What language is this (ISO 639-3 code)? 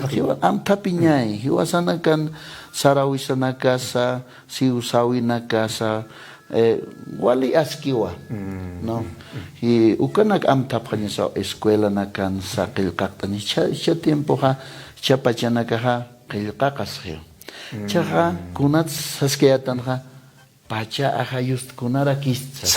aym